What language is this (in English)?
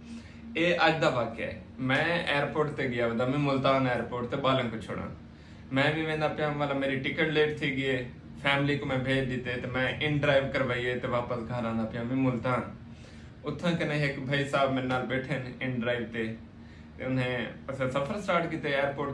Saraiki